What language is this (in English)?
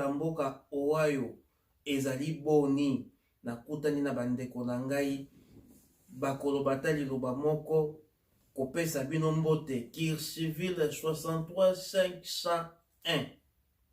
Lingala